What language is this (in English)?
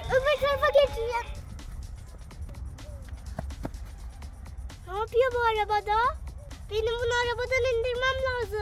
Turkish